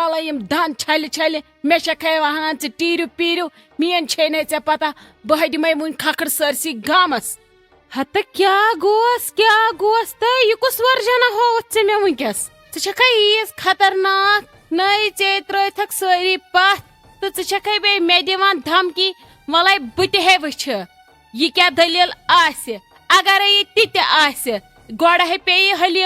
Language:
Kashmiri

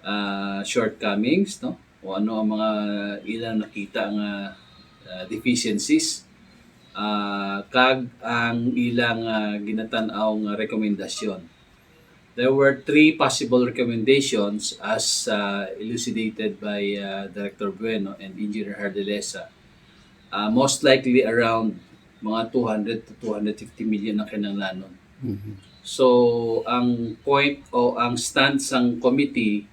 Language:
Hiligaynon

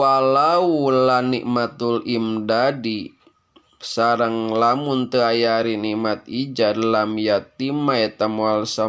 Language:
Sundanese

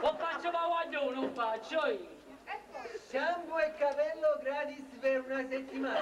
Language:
Neapolitan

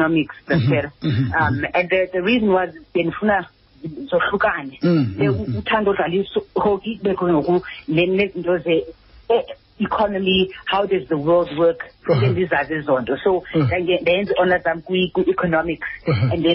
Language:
Xhosa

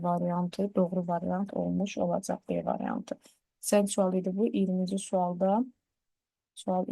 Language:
Azerbaijani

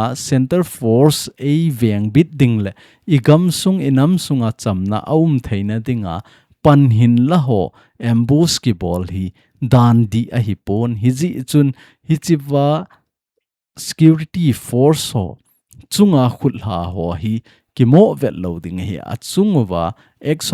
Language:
Thado Chin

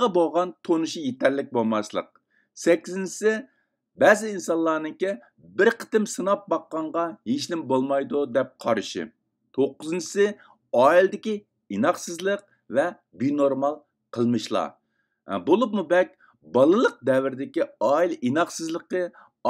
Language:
Uyghur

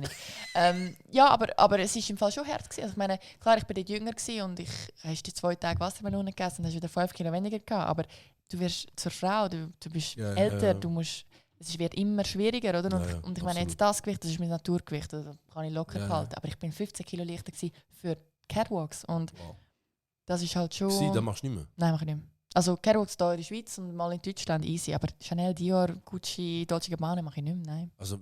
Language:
Swiss German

